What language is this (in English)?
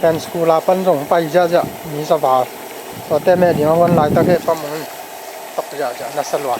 Tedim Chin